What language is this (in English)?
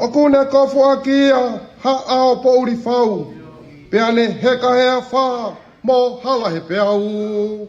Tongan